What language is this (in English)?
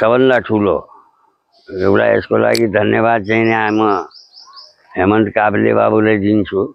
Nepali